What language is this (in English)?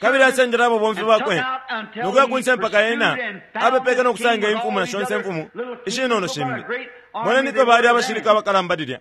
Bemba